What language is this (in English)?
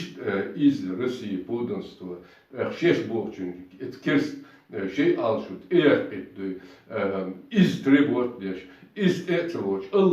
Chechen